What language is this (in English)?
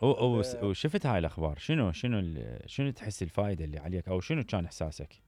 Mesopotamian Arabic